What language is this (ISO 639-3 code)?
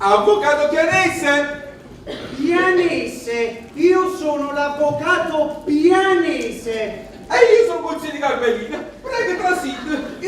nap